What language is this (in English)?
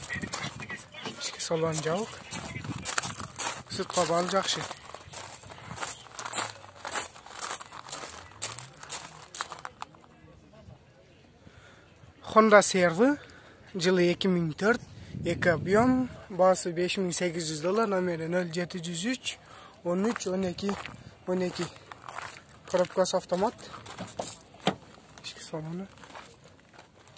Kyrgyz